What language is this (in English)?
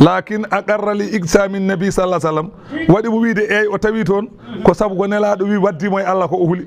Fula